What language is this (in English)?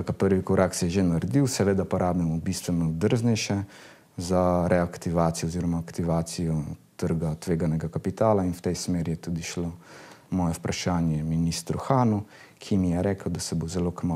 Slovenian